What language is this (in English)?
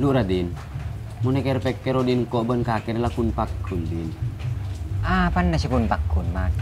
Madurese